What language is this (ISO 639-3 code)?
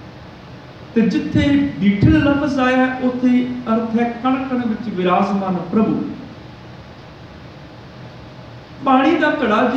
pan